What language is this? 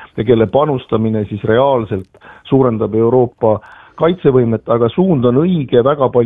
Estonian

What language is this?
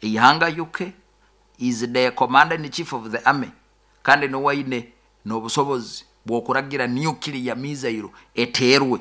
Nyoro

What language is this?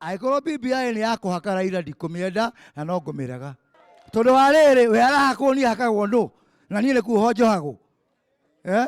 Kikuyu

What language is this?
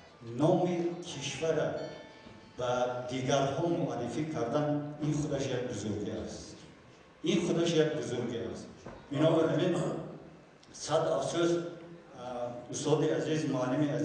Tajik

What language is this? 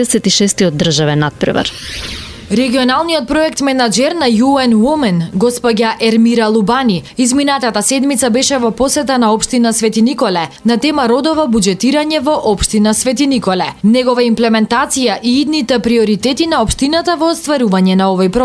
Macedonian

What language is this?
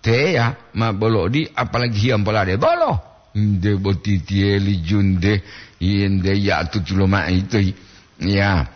Gorontalo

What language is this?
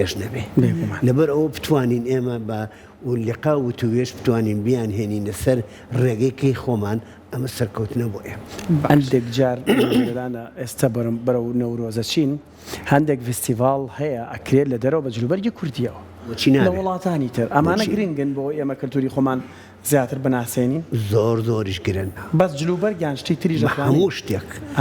Central Kurdish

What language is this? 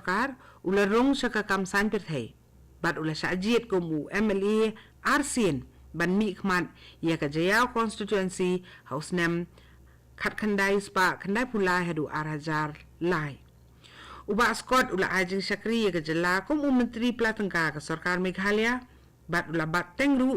Khasi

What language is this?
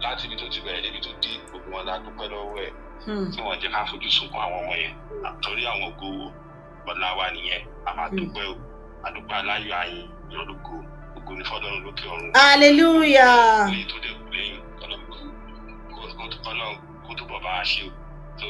Yoruba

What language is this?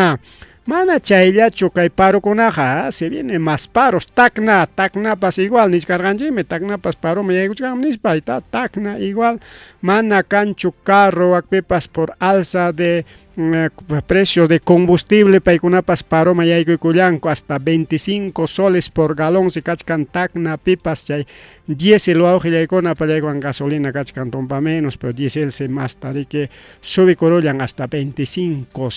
Ayacucho Quechua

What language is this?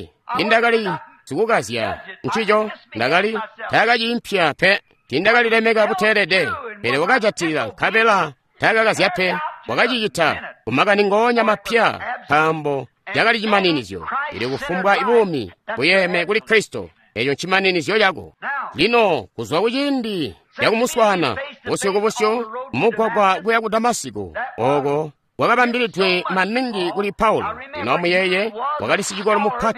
Tonga (Zambia)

